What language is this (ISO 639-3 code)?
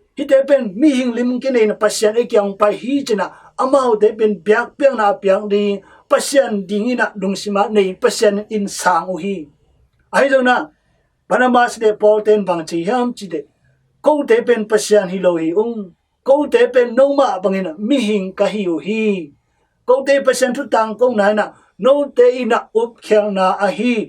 ctd